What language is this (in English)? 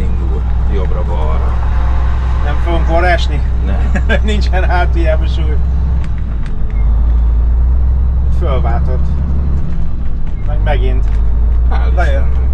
Hungarian